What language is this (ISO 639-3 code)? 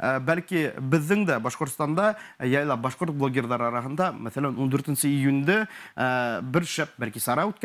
bak